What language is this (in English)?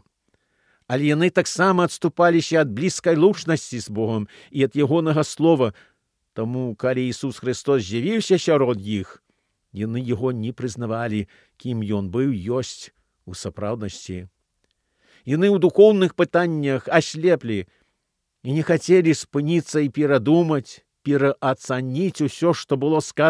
Belarusian